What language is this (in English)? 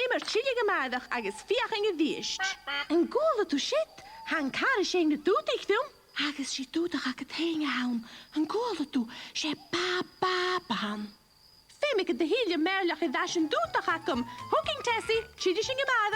Scottish Gaelic